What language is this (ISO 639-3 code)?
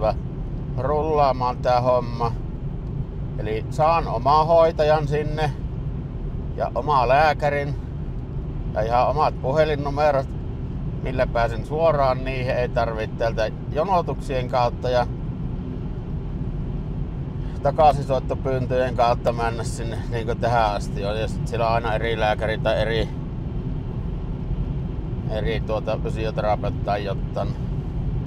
fin